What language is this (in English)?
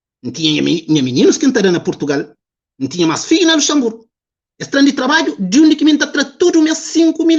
Kabuverdianu